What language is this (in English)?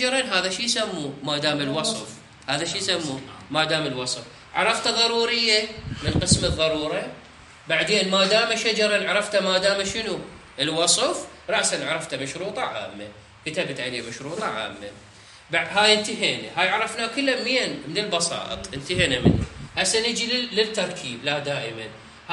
Mesopotamian Arabic